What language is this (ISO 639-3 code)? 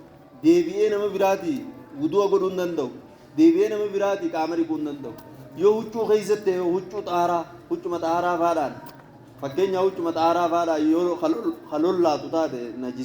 orm